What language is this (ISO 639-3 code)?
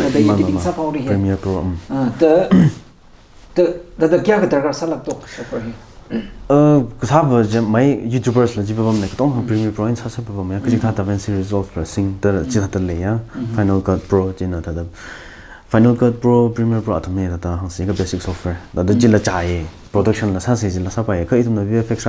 nmf